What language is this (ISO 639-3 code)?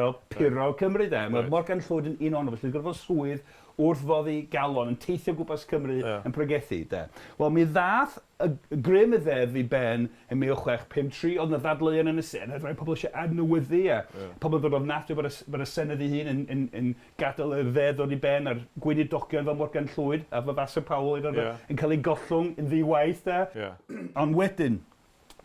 cym